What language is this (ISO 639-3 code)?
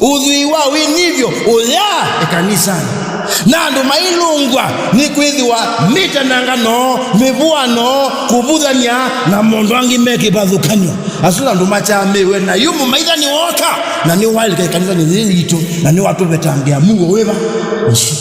kam